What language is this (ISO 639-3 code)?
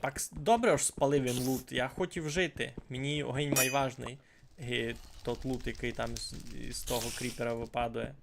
rue